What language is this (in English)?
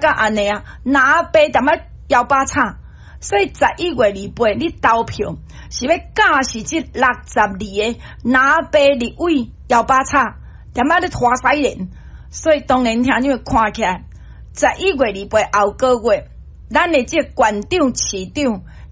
Min Nan Chinese